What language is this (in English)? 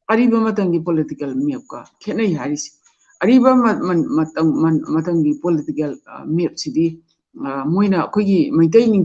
Manipuri